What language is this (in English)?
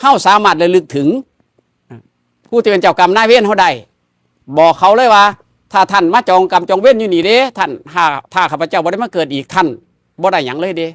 Northeastern Thai